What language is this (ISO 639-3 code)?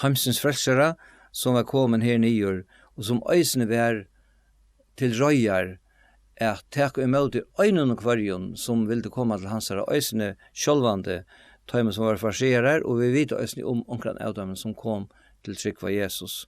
fao